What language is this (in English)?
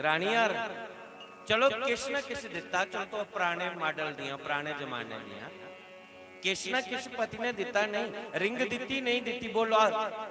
Dogri